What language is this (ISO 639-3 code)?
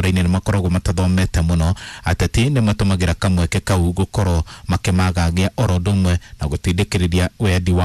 kik